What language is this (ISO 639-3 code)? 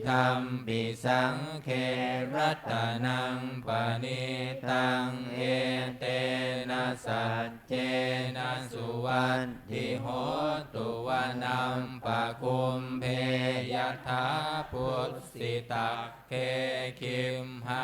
pli